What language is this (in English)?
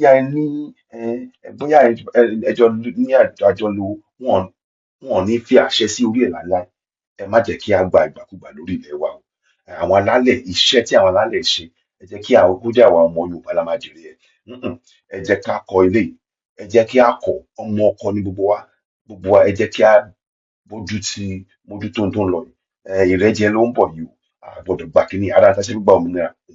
Yoruba